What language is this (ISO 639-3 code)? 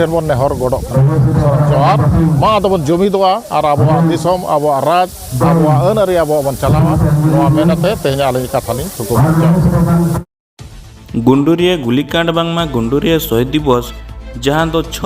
sat